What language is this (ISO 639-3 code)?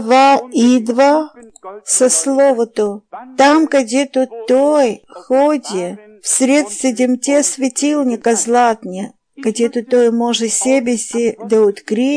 bul